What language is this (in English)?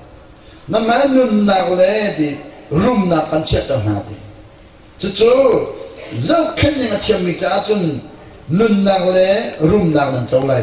Hakha Chin